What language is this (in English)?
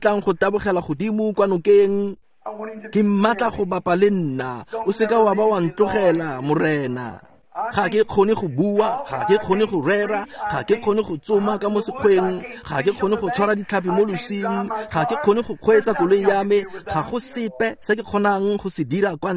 Tswana